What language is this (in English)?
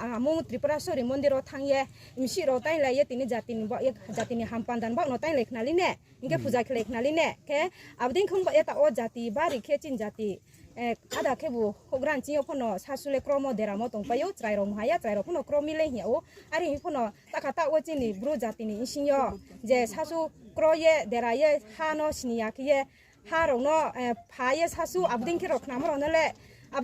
Riang (India)